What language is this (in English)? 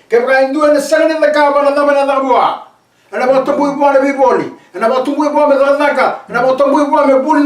Fijian